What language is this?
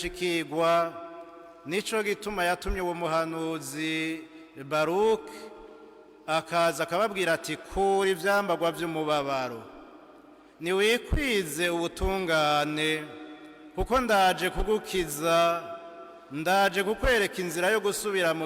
Rundi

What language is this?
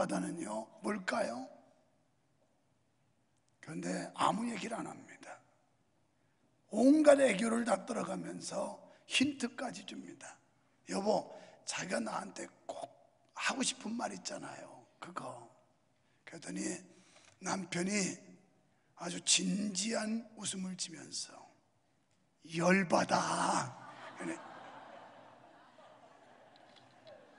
Korean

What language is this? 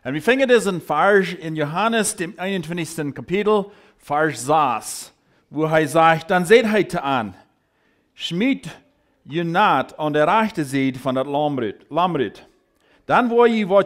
Plautdietsch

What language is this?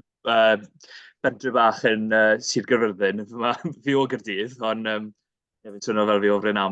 Welsh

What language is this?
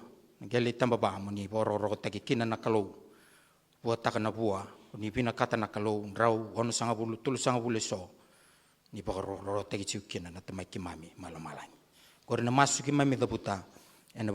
Fijian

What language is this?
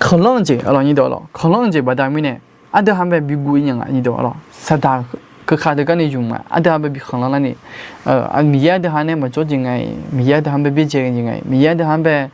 Akha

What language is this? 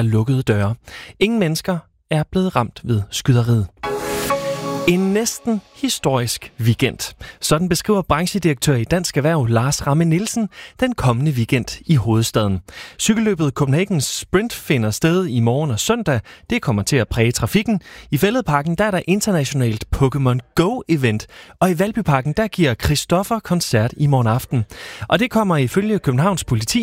Danish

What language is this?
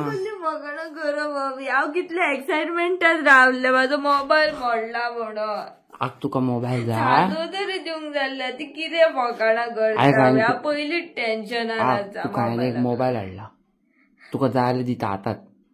Konkani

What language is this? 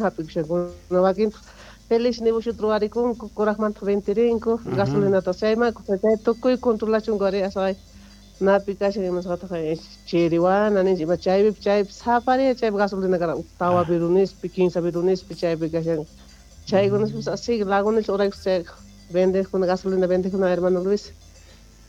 Quechua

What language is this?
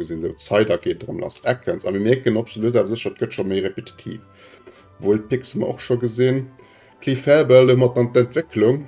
Luxembourgish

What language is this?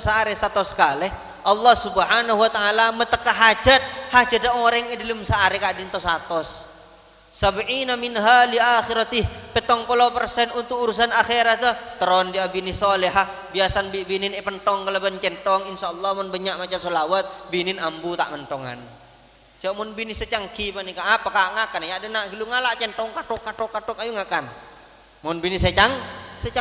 Madurese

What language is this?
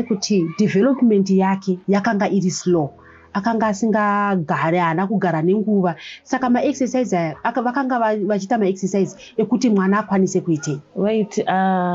Shona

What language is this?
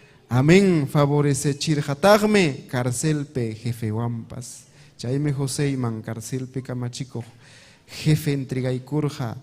Ayacucho Quechua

